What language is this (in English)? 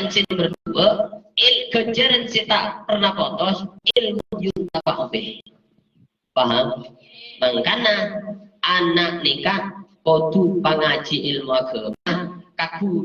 Madurese